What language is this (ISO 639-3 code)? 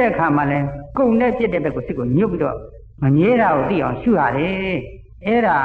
mya